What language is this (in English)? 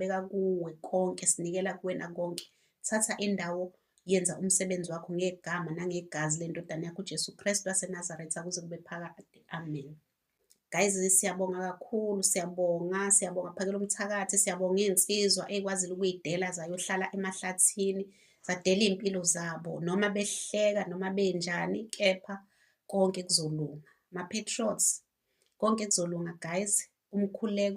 Zulu